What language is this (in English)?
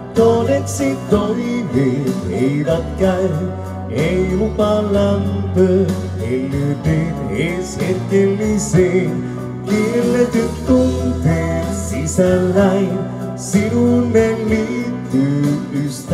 Finnish